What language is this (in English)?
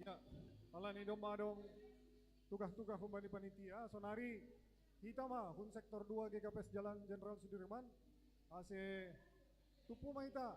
Batak Simalungun